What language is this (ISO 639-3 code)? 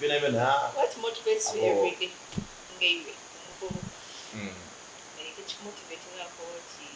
xog